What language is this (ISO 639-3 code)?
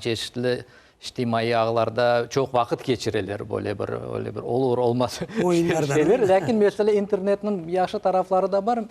crh